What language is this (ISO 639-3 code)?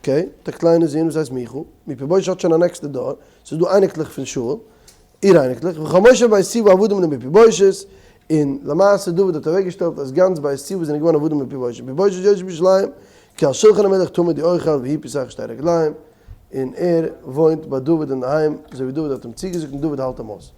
yid